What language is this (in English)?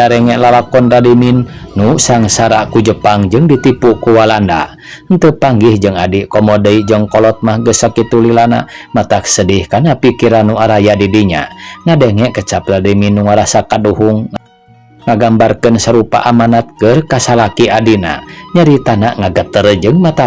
Sundanese